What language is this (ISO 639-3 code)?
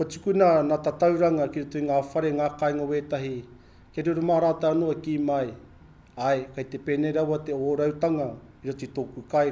mri